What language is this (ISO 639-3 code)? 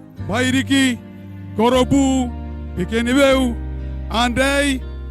gil